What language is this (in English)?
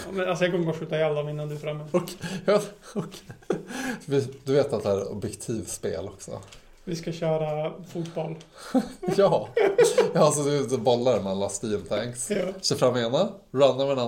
Swedish